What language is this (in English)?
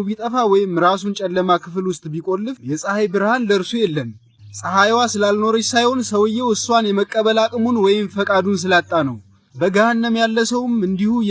Amharic